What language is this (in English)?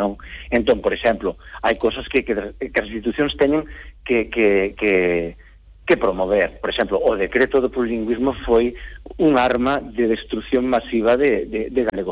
Galician